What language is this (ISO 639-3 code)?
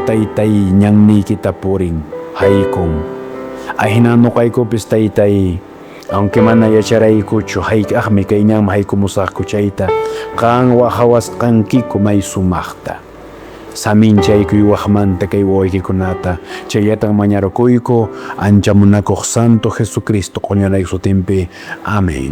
que